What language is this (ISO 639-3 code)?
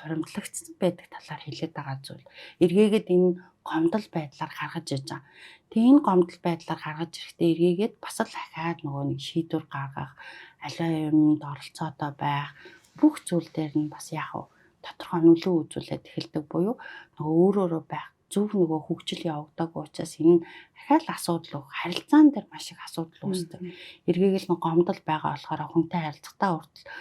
mon